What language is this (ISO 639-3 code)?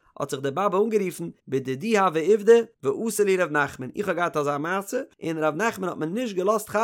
yid